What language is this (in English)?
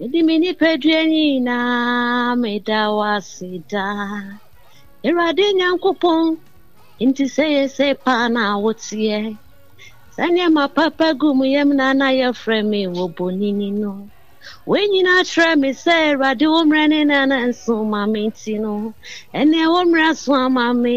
Akan